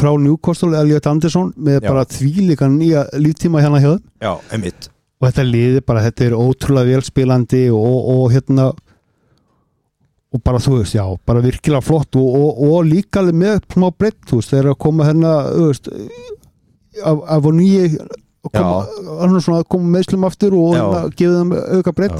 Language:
Icelandic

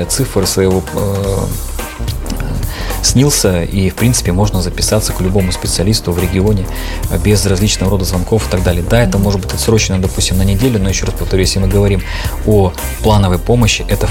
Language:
Russian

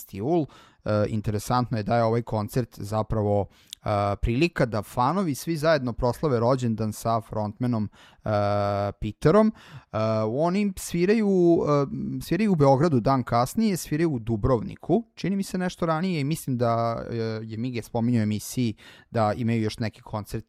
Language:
Serbian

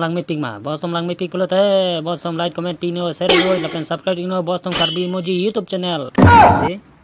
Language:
Karbi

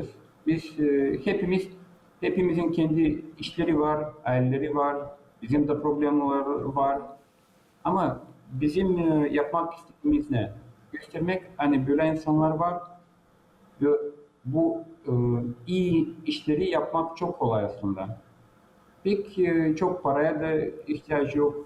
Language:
Gagauz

